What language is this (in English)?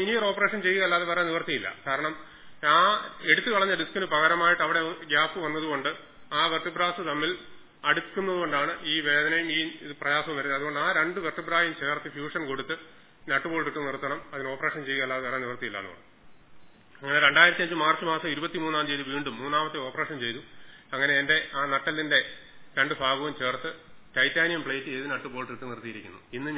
Malayalam